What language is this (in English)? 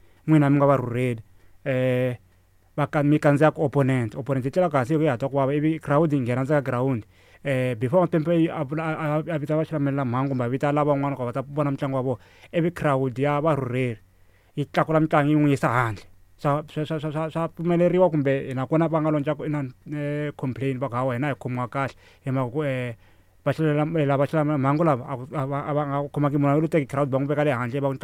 Tsonga